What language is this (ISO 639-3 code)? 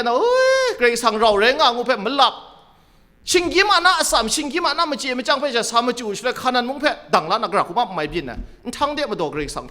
kac